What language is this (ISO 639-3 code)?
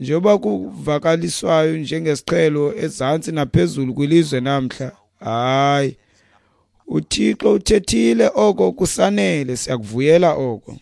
xho